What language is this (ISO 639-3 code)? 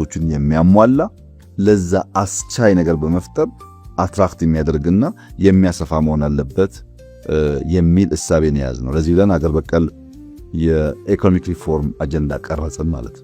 amh